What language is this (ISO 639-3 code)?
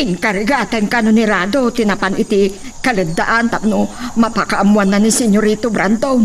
ilo